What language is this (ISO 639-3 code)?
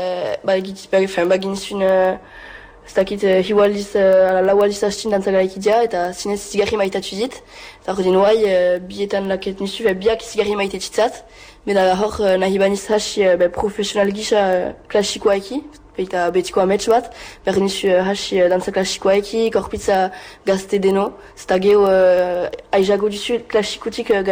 eus